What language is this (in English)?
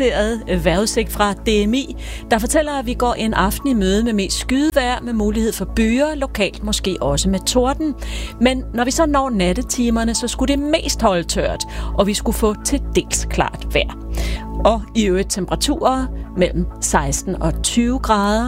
Danish